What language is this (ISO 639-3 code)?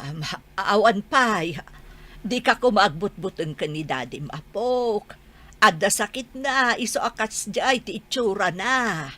ilo